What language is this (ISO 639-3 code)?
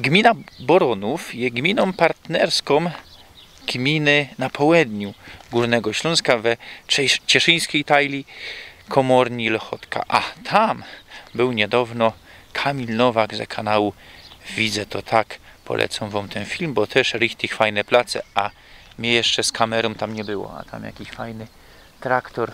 szl